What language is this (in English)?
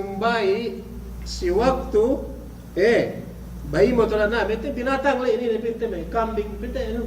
Yakan